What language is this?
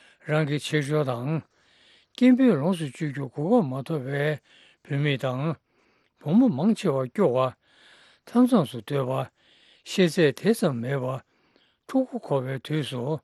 Tibetan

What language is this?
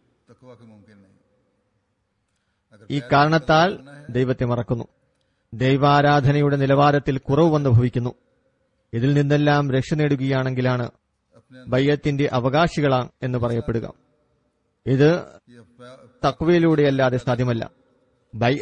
Malayalam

